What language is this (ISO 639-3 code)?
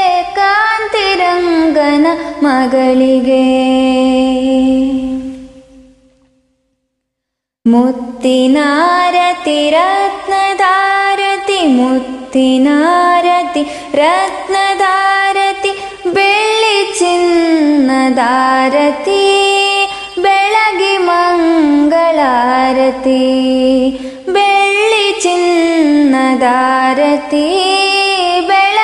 kan